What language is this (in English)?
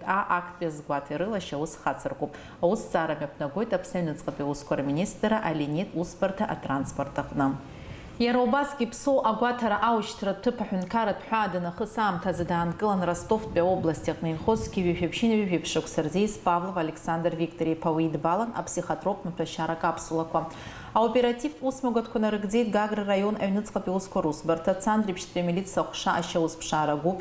Abkhazian